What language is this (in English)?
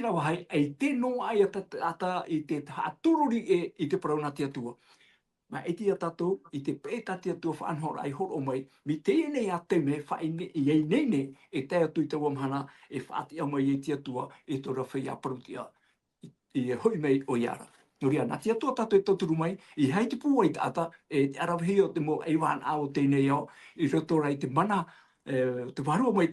Tahitian